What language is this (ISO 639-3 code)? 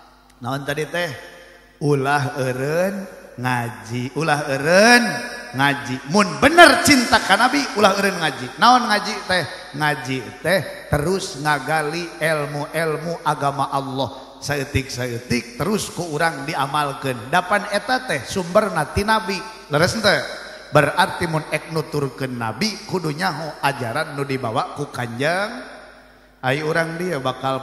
sun